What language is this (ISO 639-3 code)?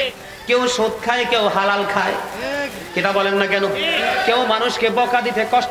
ben